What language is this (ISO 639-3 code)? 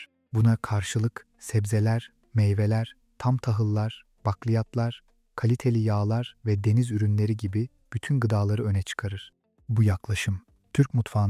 tur